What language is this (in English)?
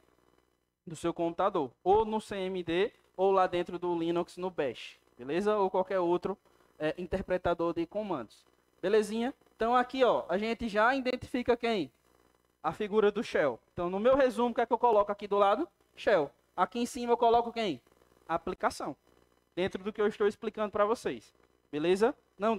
Portuguese